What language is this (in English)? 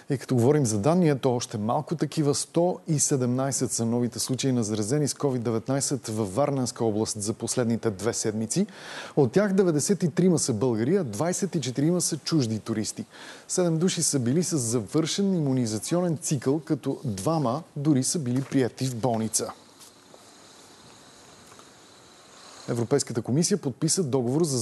Bulgarian